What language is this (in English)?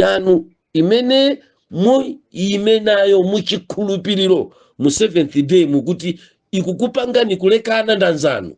Nyanja